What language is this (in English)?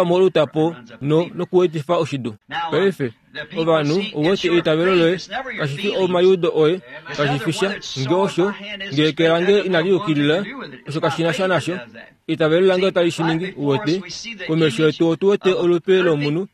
Kuanyama